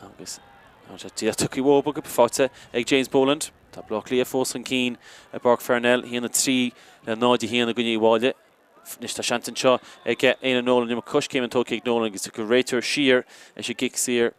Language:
Irish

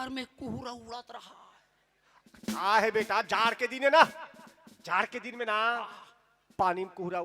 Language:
Chhattisgarhi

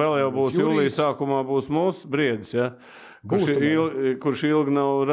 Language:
Latvian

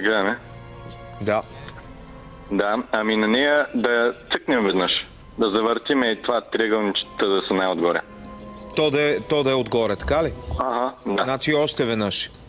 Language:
Bulgarian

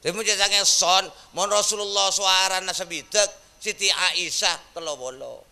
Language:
Madurese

